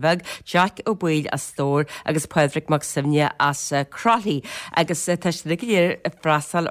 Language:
Irish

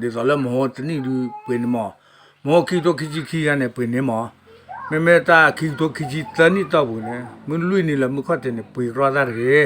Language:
S'gaw Karen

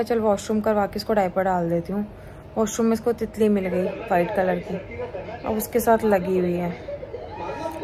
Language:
Hindi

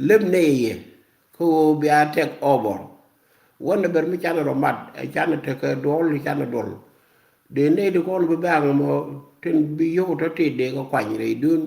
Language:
Nuer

